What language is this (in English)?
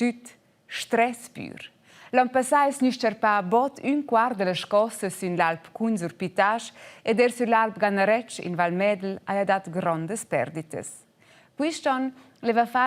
Romansh